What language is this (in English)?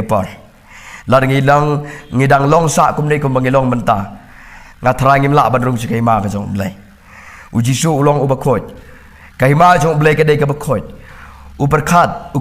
Khasi